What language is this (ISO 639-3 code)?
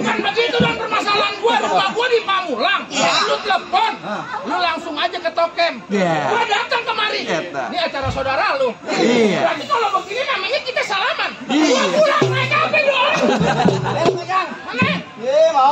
bew